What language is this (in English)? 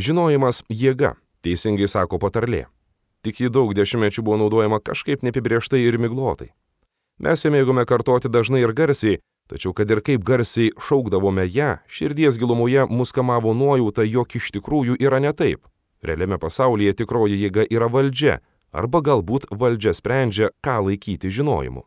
Lithuanian